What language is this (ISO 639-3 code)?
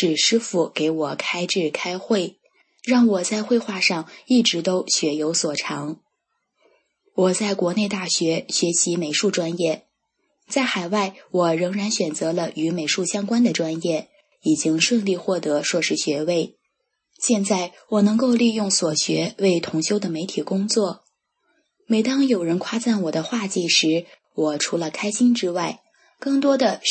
zho